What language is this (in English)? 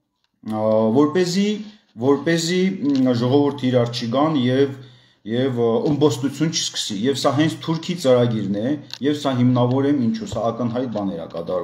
Armenian